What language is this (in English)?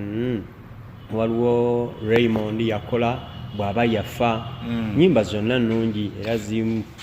Ganda